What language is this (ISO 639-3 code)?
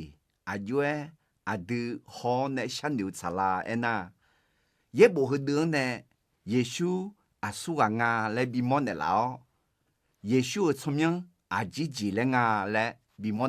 ahk